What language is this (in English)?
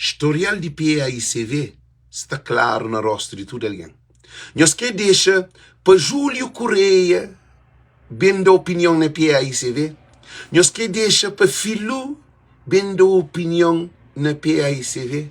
Kabuverdianu